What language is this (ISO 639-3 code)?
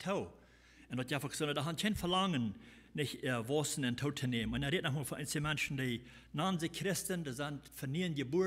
pdt